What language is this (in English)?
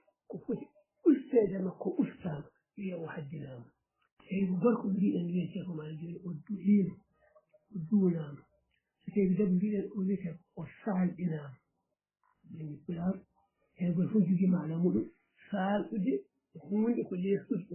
Fula